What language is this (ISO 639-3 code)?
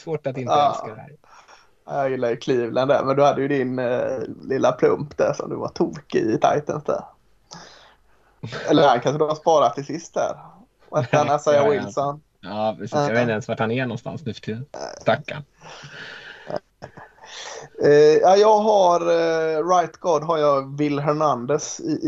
swe